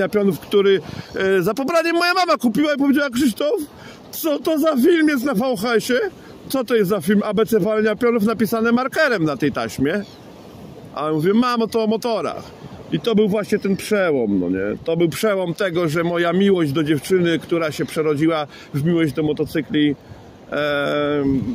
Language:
Polish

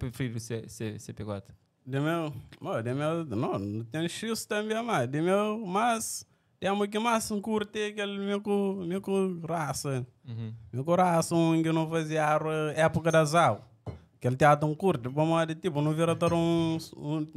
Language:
Kabuverdianu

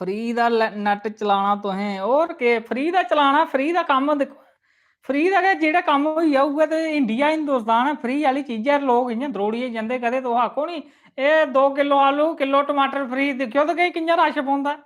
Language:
Dogri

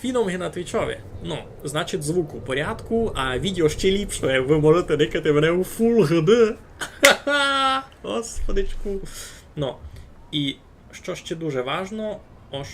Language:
Rusyn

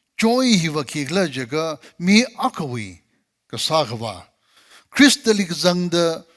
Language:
Tangkhul Naga (India)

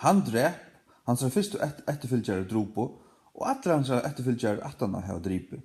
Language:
Faroese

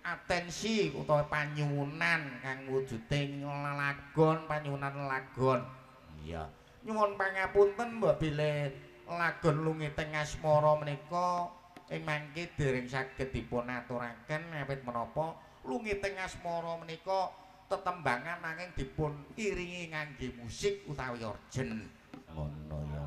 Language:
Javanese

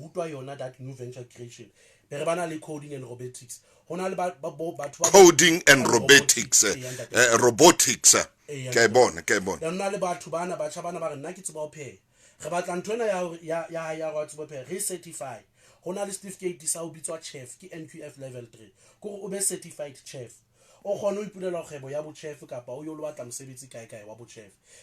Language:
Southern Sotho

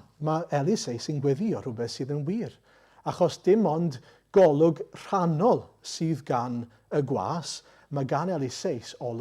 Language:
Welsh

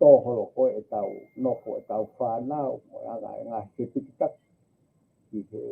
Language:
Tongan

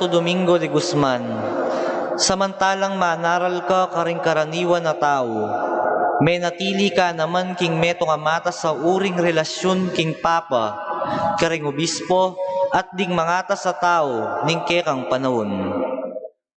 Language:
Pampanga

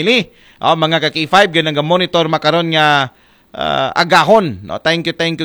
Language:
Aklanon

